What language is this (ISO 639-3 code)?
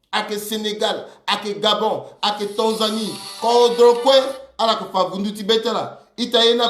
sag